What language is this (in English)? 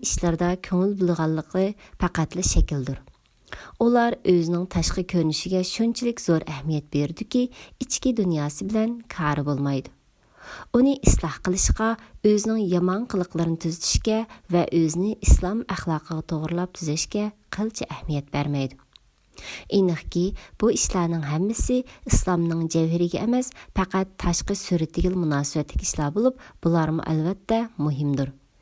Uyghur